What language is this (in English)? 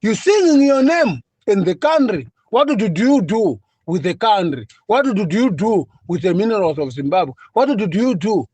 Shona